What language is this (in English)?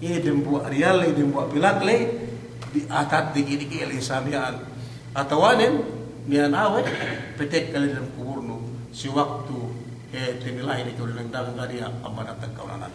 Yakan